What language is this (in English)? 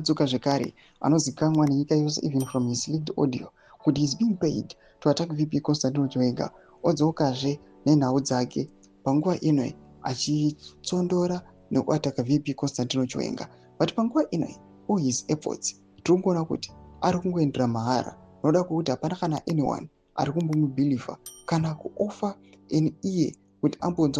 Shona